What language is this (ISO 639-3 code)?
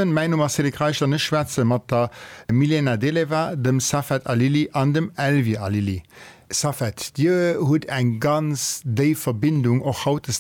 ltz